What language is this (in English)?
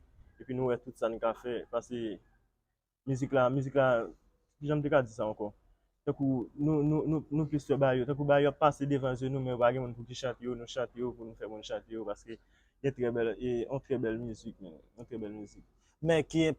Haitian Creole